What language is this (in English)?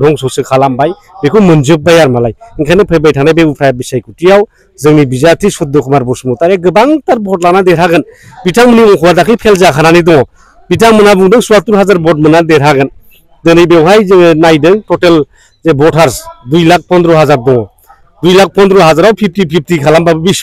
Bodo